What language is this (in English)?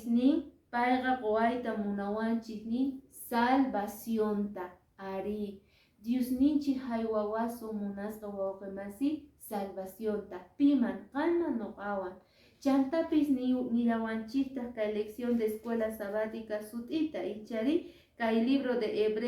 Quechua